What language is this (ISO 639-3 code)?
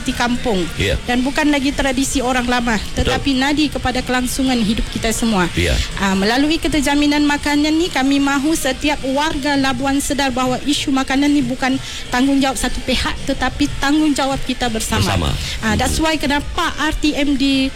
msa